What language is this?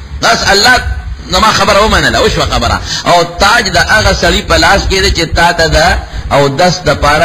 Pashto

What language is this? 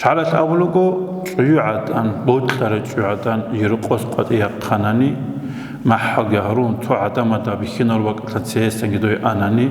Avaric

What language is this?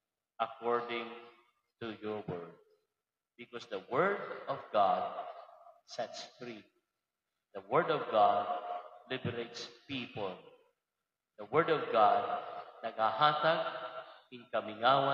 Waray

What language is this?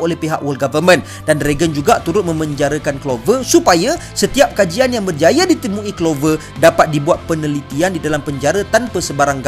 Malay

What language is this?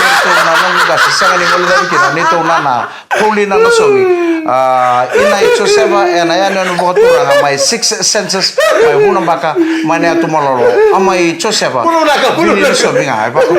Fijian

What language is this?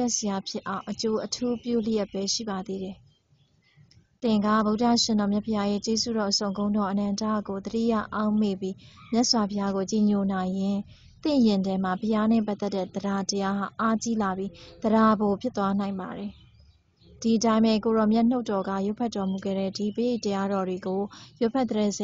Burmese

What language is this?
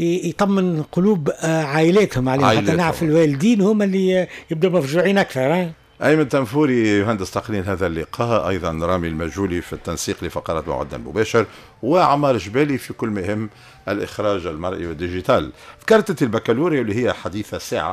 Tunisian Arabic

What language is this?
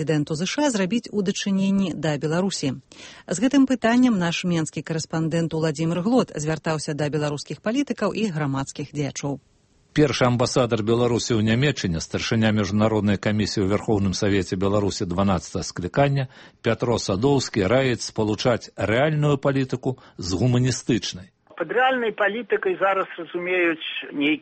Belarusian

